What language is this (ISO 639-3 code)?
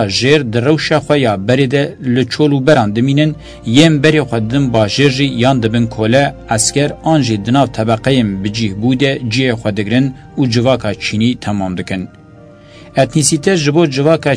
kur